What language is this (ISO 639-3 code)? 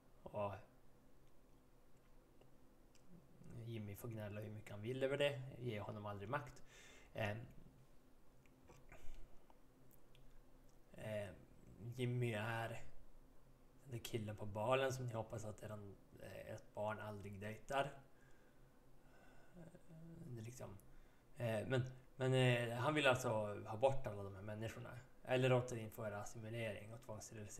swe